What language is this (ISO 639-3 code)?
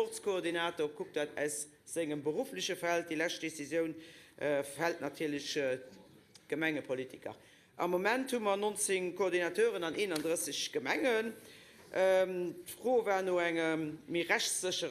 ltz